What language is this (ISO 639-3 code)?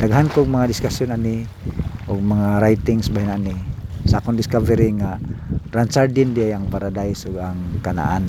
ceb